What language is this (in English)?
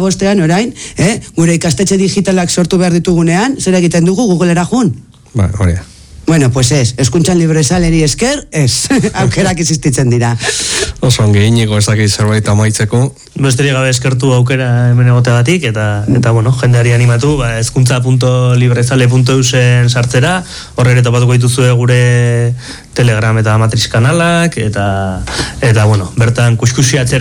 Basque